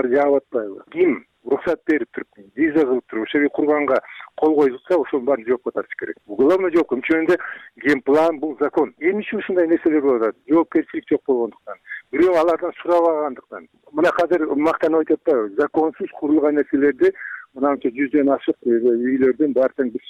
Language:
Kyrgyz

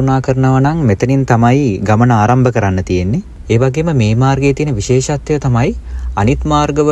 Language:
Sinhala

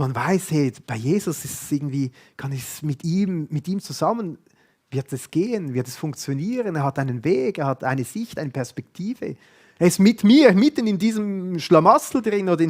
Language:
Swiss German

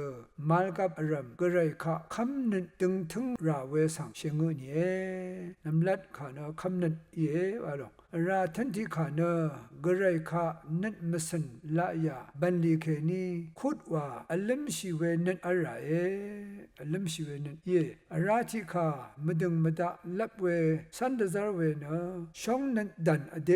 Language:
Rawang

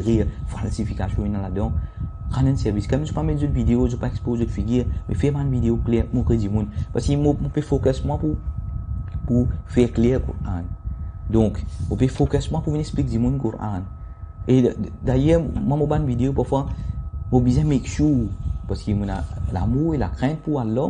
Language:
Morisyen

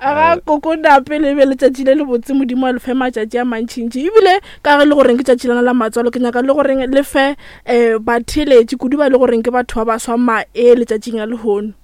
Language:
Northern Sotho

